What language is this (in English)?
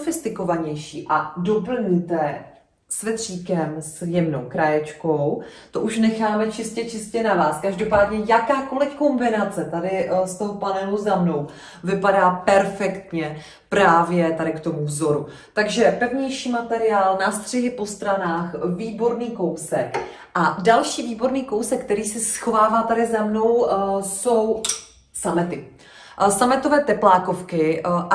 Czech